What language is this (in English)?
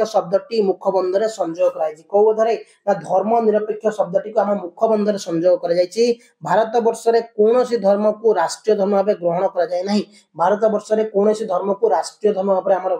Odia